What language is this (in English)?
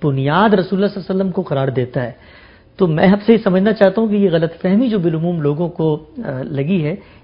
Urdu